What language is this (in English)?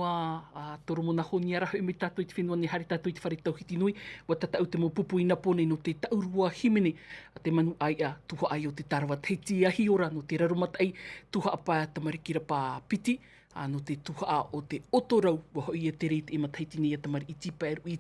Tahitian